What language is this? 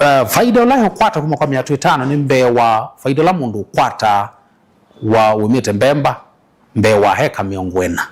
Kamba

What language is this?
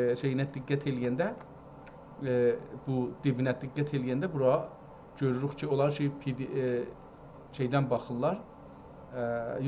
South Azerbaijani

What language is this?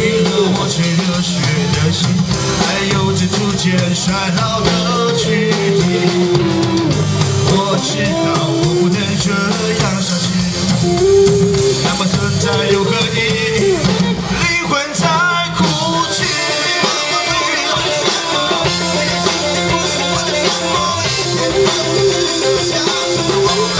Chinese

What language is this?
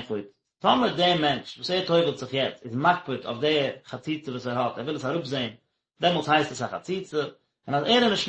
Yiddish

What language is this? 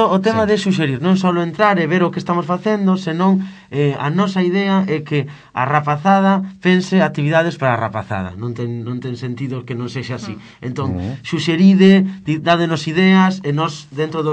Galician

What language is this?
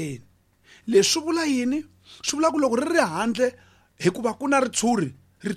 Tsonga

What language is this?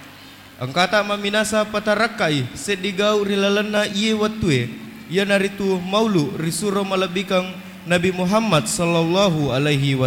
Buginese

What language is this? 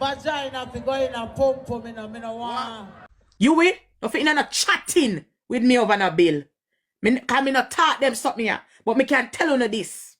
Jamaican Creole English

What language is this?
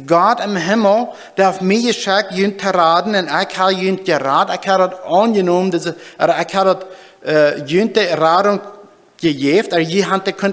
Plautdietsch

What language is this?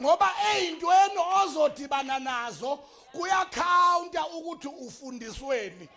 Zulu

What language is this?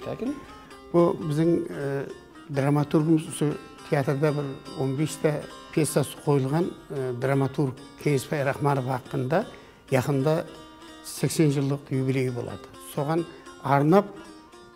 Kara-Kalpak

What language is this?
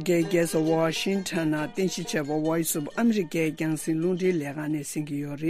Tibetan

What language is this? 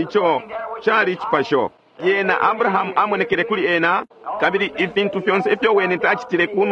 Bemba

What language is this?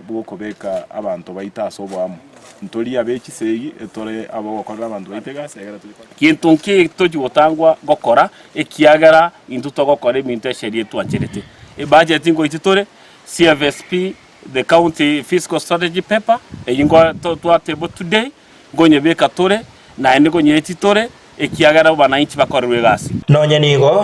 Gusii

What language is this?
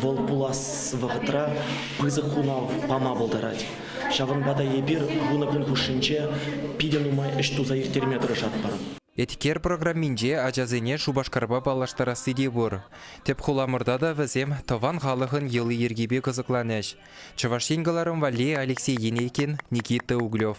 Chuvash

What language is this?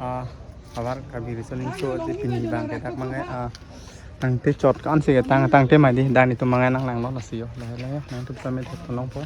Karbi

